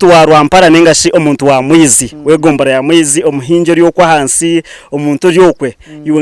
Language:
Nyankole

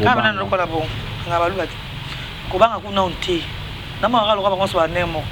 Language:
Lingala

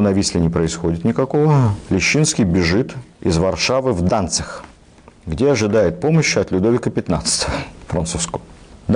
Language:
Russian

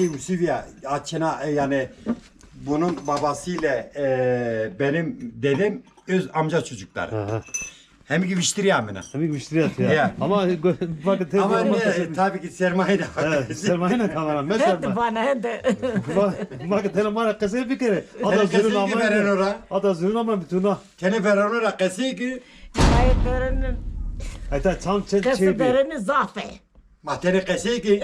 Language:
Zaza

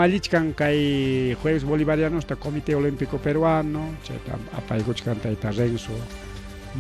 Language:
Ayacucho Quechua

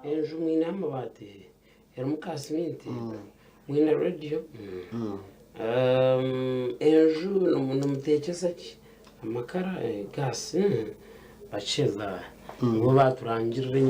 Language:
Nyankole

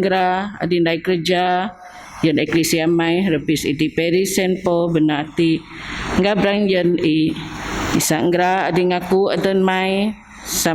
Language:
Biatah Bidayuh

